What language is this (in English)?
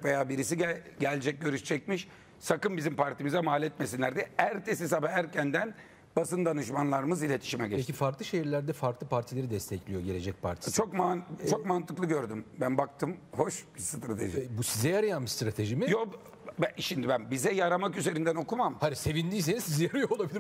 Turkish